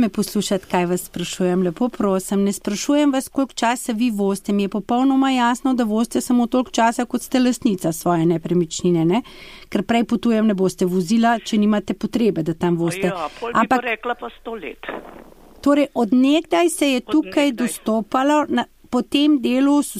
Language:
Slovenian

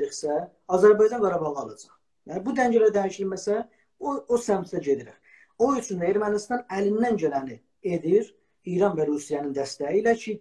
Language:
South Azerbaijani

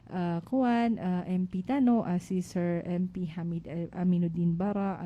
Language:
Maranao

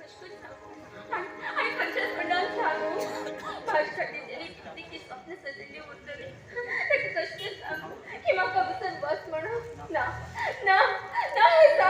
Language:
Konkani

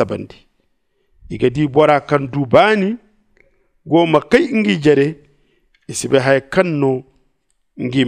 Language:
Zarma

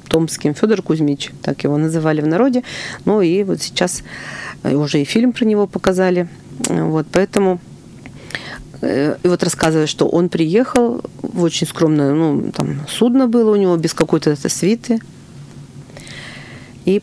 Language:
Russian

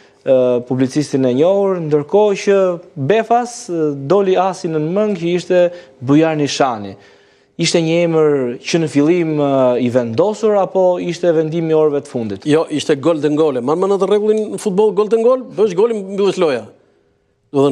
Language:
Albanian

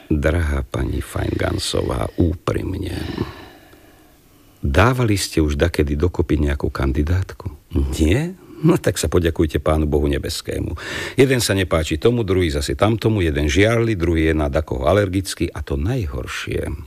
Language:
Slovak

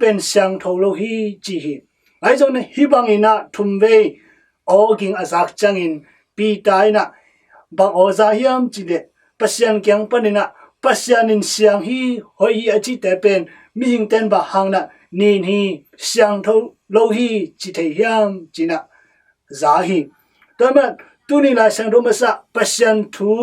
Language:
Tedim Chin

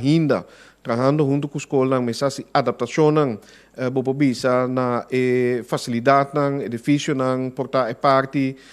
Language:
Papiamento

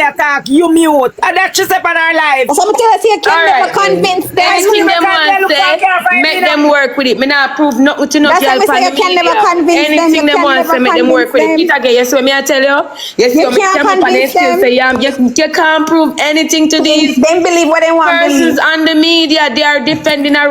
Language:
Jamaican Creole English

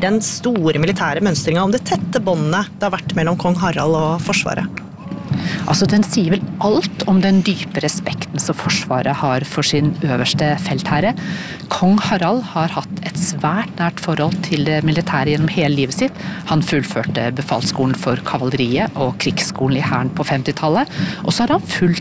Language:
Norwegian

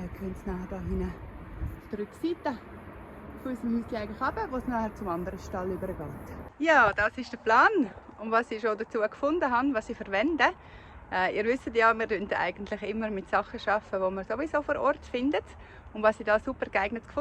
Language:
Swiss German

